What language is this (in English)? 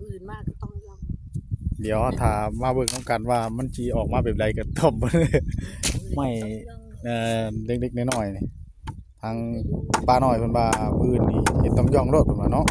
Northeastern Thai